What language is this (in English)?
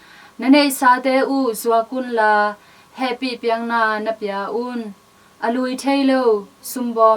Tedim Chin